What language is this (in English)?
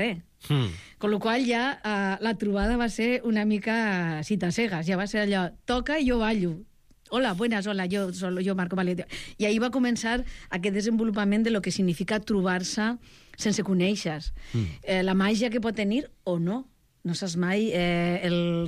Catalan